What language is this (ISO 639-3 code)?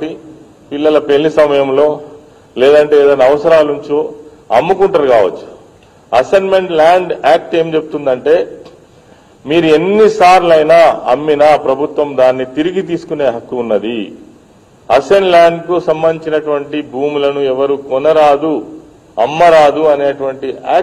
tel